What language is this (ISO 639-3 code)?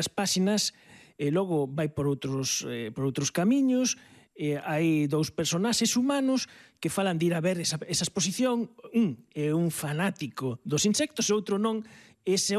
glg